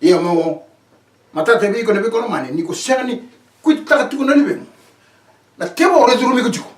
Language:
Fijian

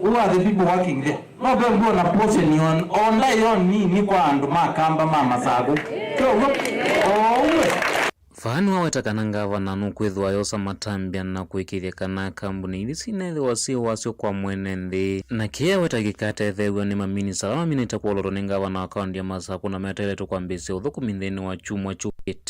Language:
Kamba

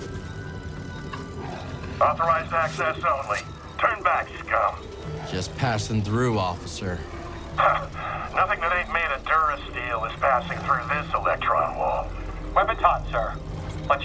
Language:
English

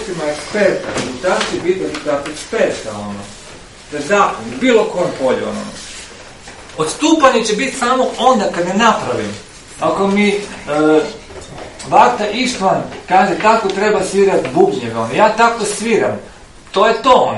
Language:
Croatian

